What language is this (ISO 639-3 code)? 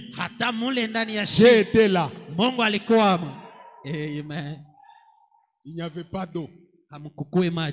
swa